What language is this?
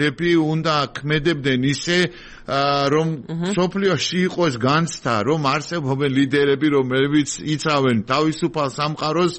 Georgian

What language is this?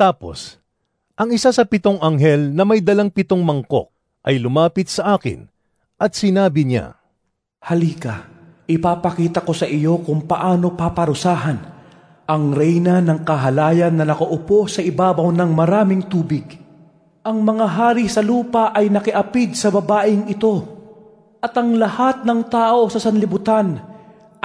Filipino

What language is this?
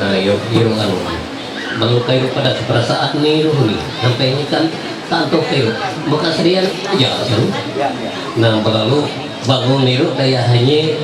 Ma'anyan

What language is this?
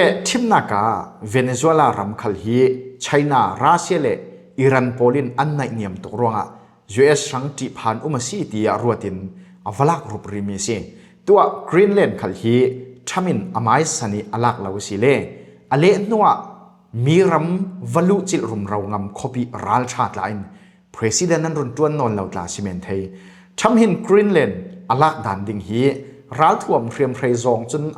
Falam Chin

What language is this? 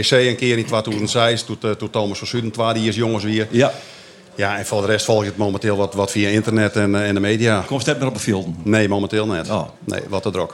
Western Frisian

